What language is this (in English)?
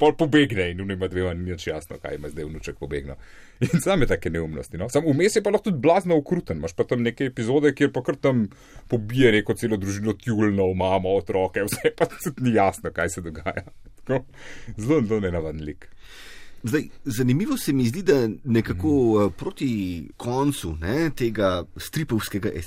Slovenian